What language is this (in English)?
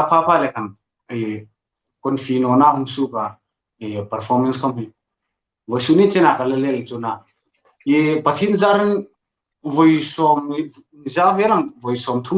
Hmar